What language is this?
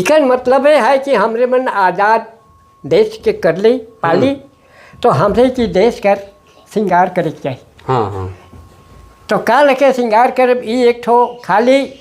Sadri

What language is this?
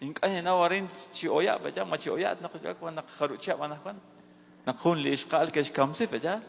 Kekchí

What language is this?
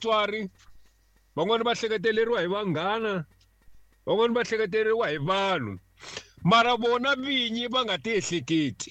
Tsonga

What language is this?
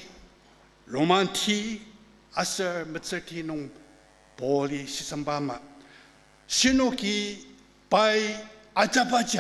Ao Naga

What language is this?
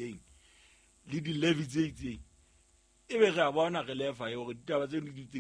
Southern Sotho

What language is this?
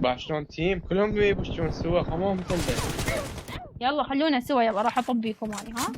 Mesopotamian Arabic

